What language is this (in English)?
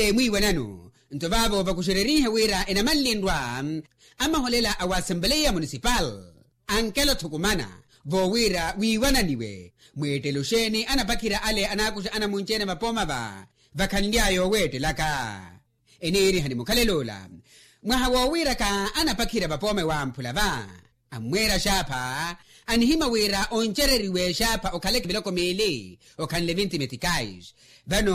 Makhuwa